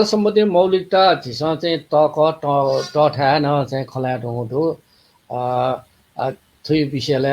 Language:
Newari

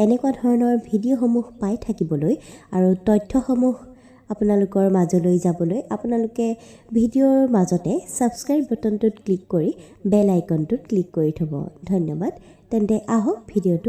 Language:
Assamese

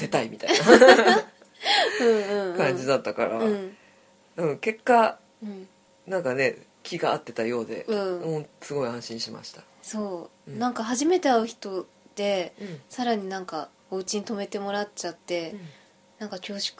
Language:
Japanese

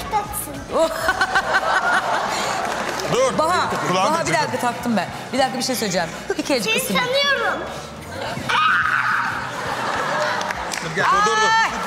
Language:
Turkish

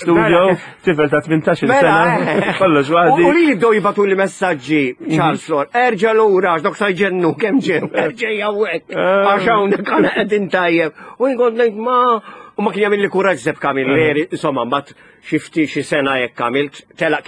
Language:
Maltese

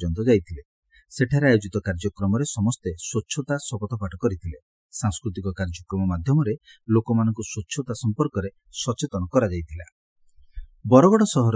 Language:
Odia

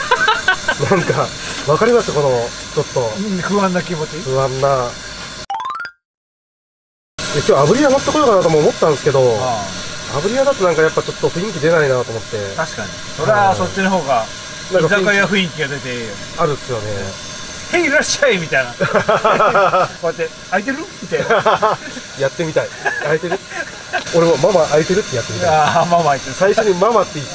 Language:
Japanese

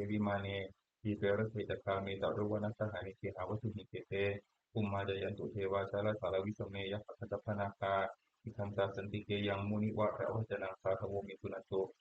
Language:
Pali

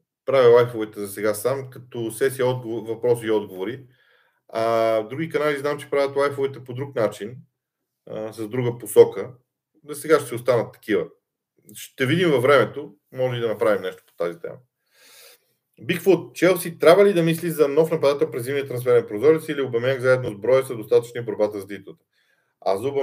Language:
Bulgarian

